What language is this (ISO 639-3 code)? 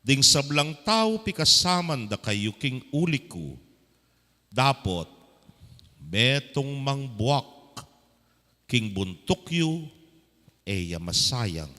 pam